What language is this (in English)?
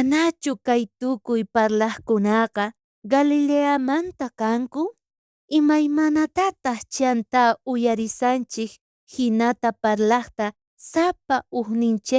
South Bolivian Quechua